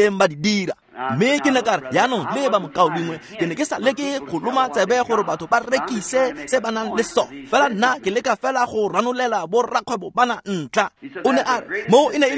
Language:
Tswana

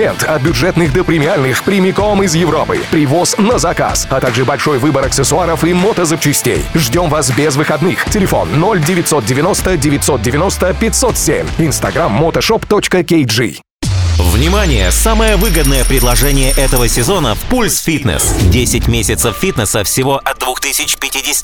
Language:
Russian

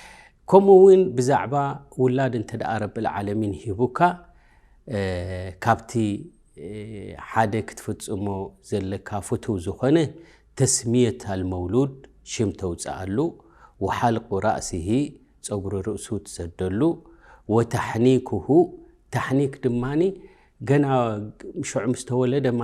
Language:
Tigrinya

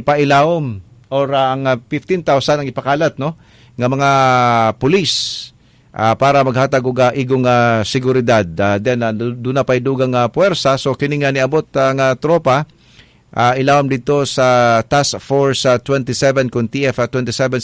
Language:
Cebuano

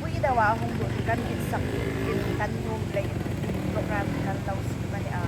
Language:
Hmar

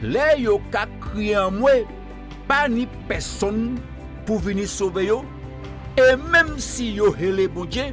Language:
Guadeloupean Creole French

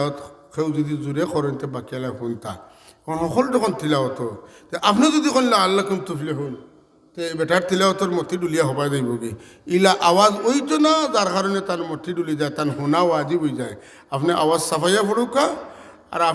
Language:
Sylheti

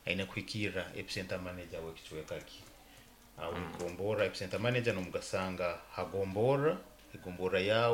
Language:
Nyoro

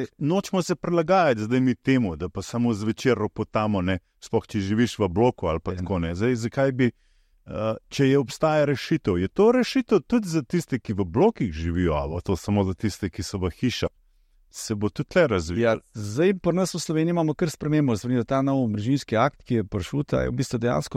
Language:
Slovenian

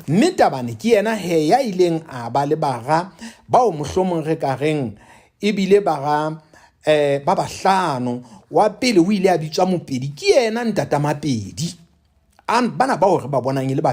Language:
Southern Sotho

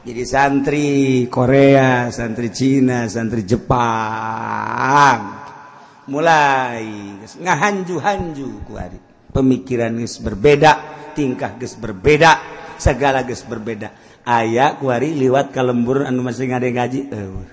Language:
Sundanese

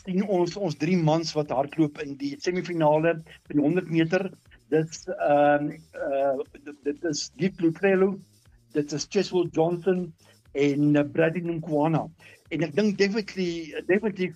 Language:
Afrikaans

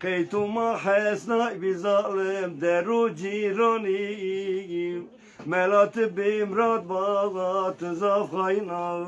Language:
Zaza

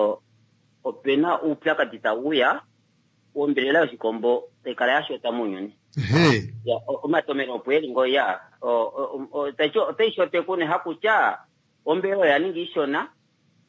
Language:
Kuanyama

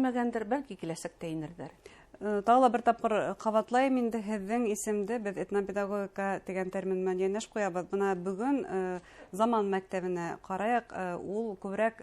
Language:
Bashkir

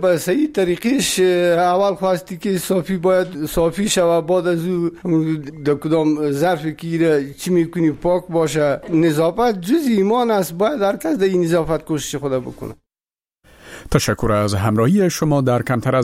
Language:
Persian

